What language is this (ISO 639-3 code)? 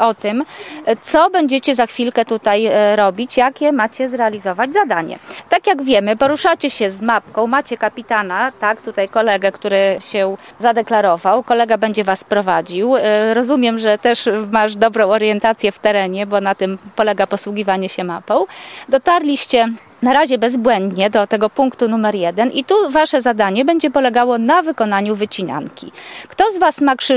pol